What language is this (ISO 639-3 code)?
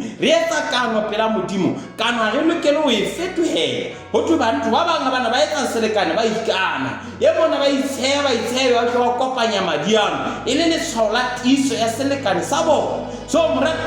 sot